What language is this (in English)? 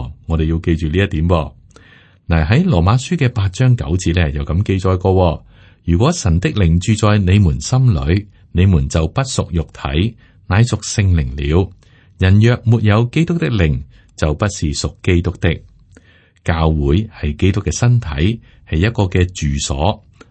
Cantonese